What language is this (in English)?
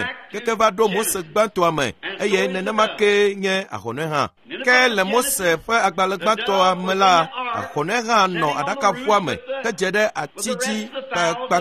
Ewe